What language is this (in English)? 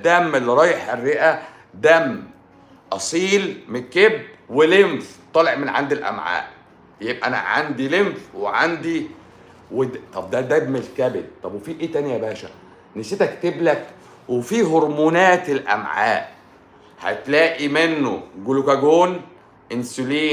Egyptian Arabic